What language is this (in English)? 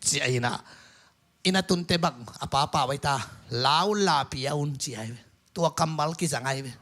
Tedim Chin